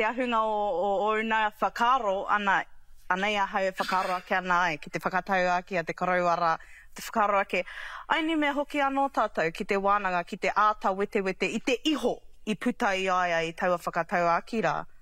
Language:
Māori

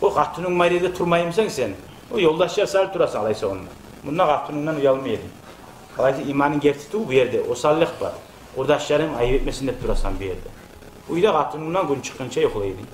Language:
Kumyk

